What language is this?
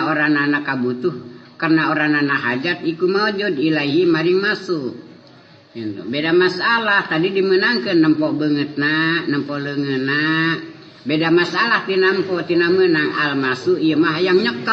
Sundanese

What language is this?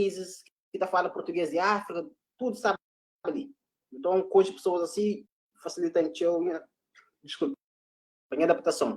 Kabuverdianu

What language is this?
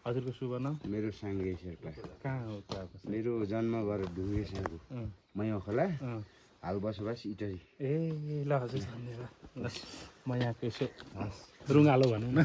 Nepali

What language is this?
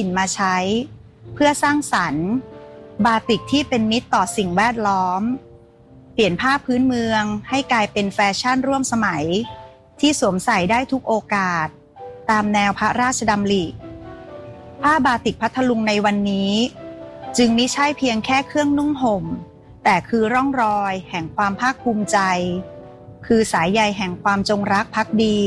Thai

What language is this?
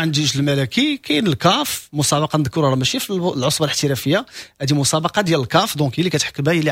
Moroccan Arabic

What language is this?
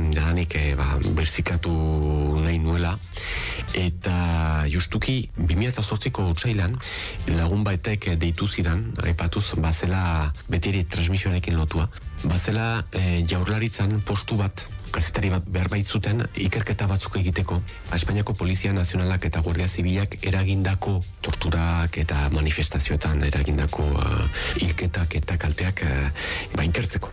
Basque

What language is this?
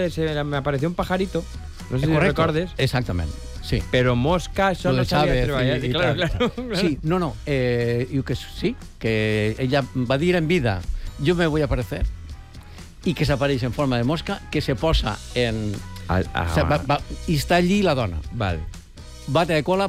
Catalan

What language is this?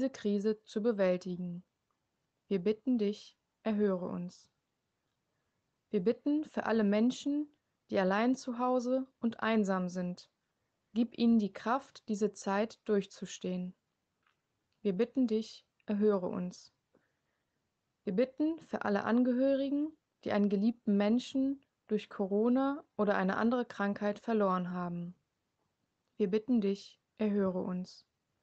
German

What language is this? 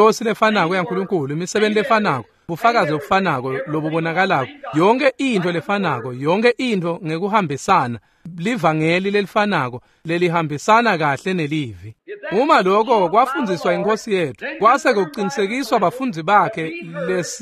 Swati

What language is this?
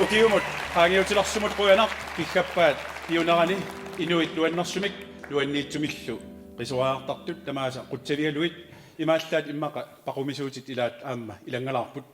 Kalaallisut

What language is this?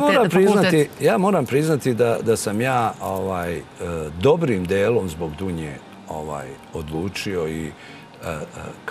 Serbian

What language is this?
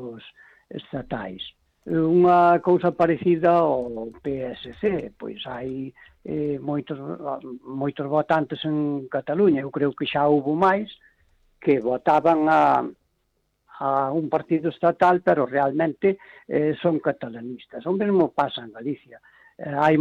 Galician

